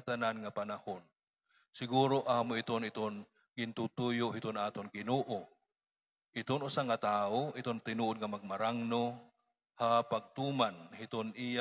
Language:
Waray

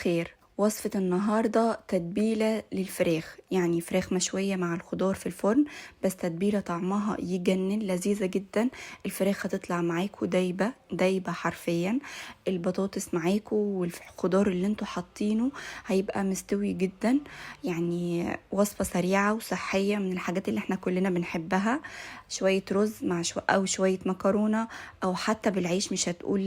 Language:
Egyptian Arabic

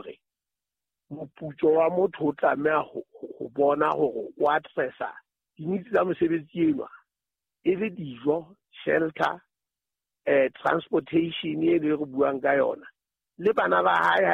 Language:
Southern Sotho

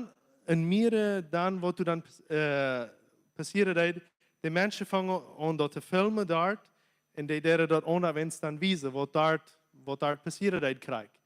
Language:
Plautdietsch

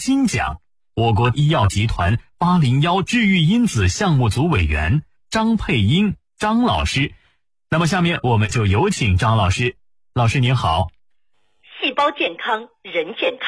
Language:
Chinese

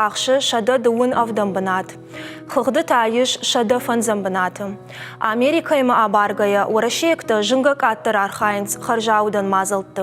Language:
Ossetic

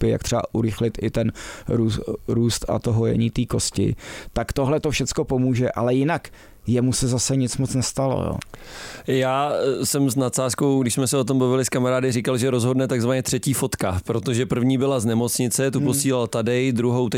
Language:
Czech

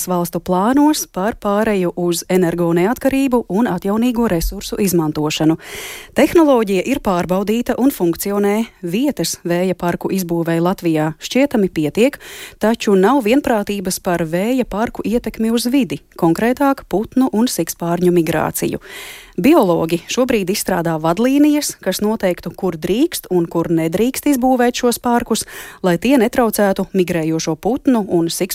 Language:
Latvian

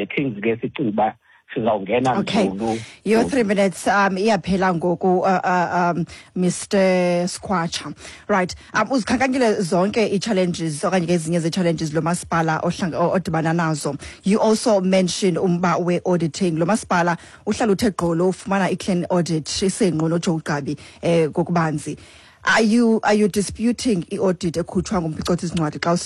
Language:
Xhosa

